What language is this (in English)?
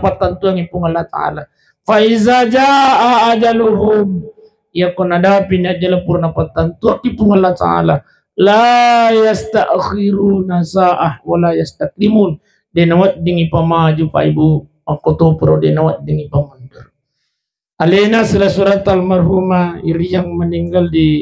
Buginese